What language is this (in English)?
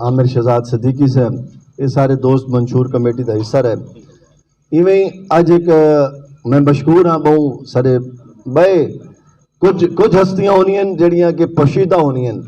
Saraiki